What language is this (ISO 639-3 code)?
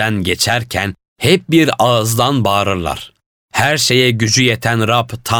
tur